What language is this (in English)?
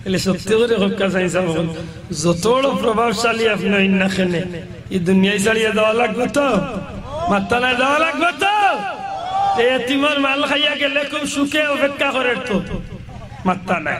Sylheti